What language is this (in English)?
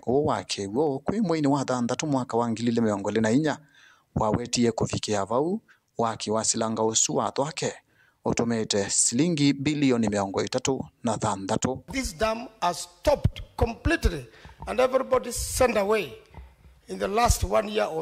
Kamba